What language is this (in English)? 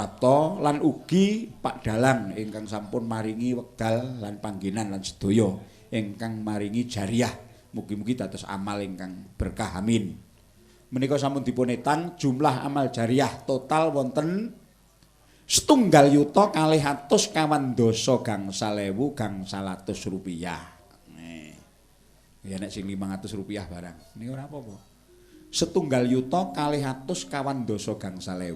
Javanese